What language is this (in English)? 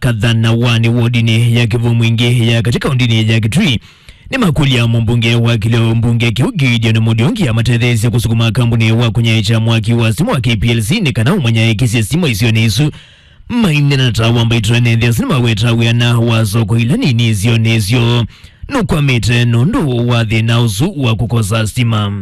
Kamba